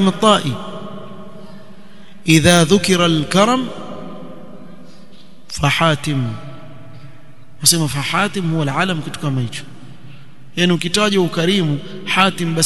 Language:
Swahili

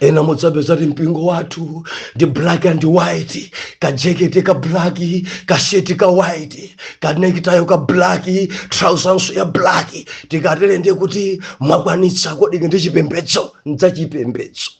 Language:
Nyanja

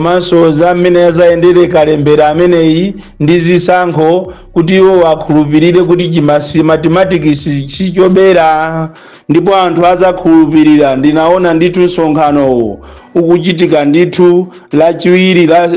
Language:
Nyanja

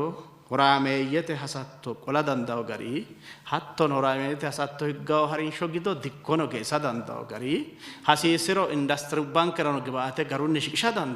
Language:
Sidamo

